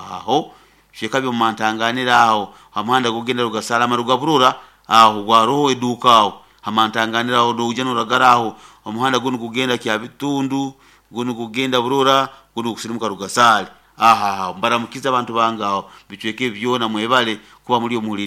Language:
Nyoro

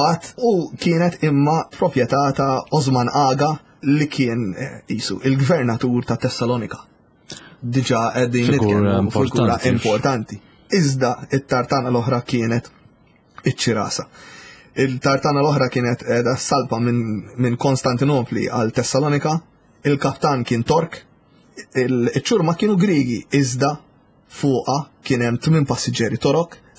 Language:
Maltese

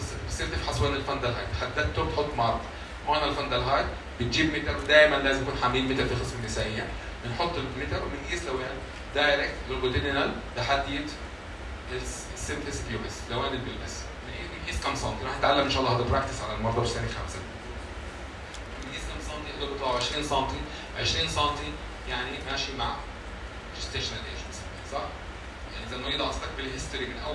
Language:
South Levantine Arabic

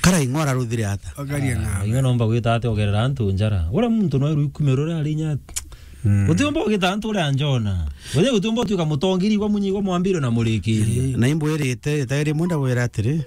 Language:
Meru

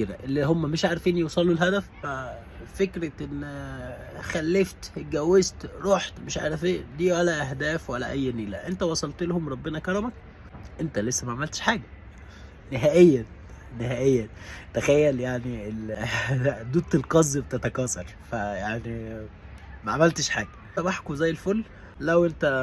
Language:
Egyptian Arabic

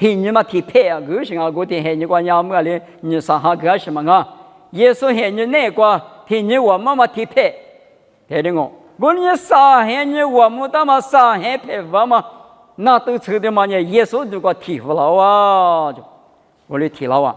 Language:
Lisu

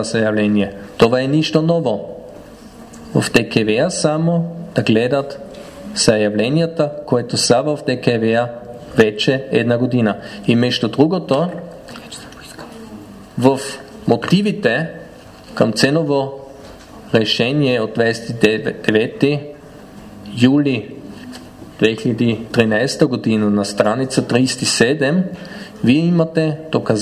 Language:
Bulgarian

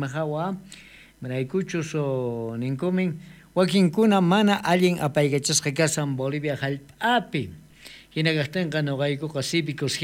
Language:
South Bolivian Quechua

